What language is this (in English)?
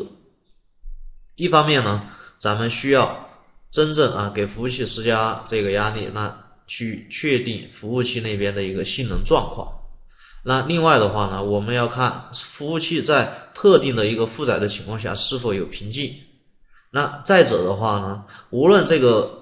Chinese